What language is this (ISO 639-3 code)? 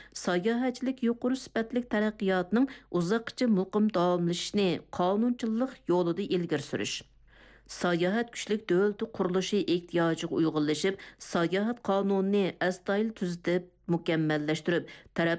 uig